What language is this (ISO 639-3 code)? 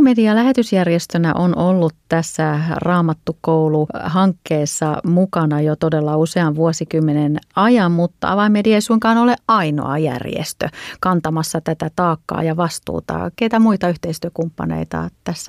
fin